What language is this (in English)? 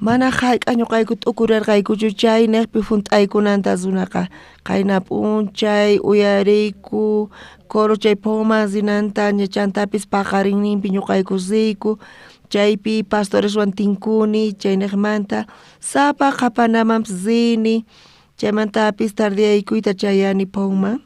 South Bolivian Quechua